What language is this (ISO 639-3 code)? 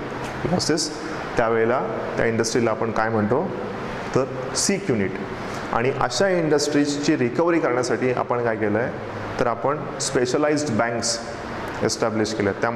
mar